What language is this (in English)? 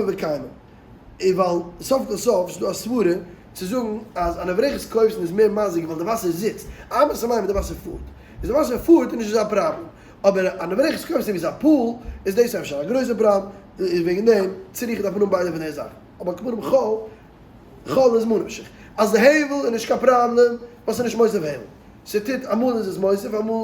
Yiddish